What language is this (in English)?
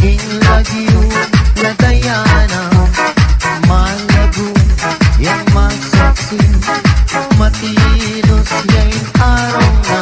Pampanga